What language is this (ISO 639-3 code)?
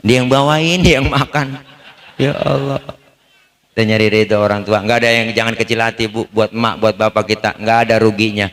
bew